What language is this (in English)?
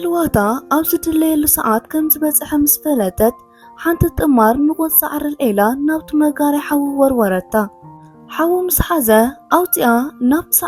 Tigrinya